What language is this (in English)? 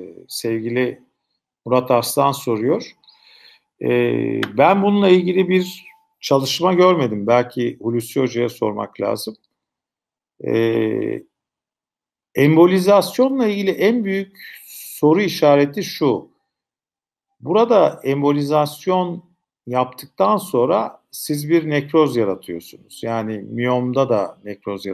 Turkish